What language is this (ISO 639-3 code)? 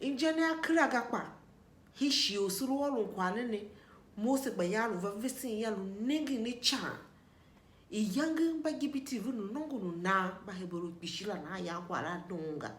tiv